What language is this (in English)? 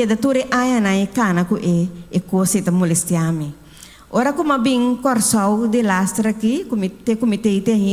Papiamento